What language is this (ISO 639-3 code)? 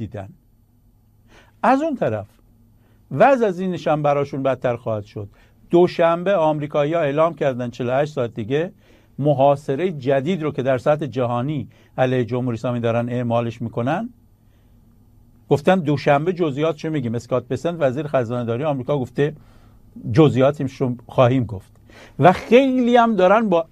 fas